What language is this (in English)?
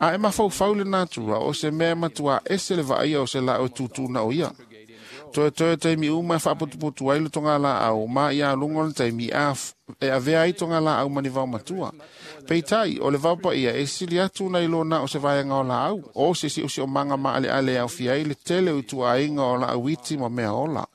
Samoan